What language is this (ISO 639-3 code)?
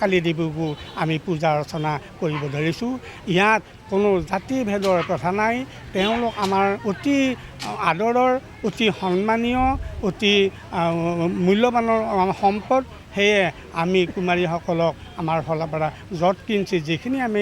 asm